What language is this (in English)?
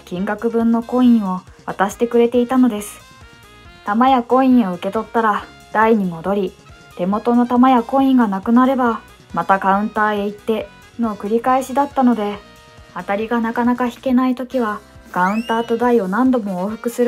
Japanese